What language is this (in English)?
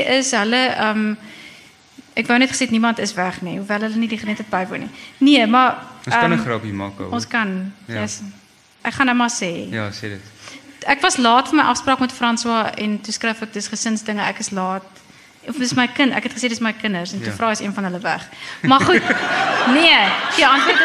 Afrikaans